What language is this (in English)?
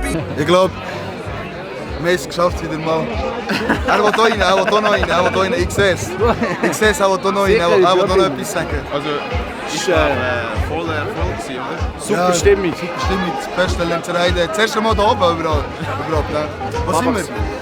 Swiss German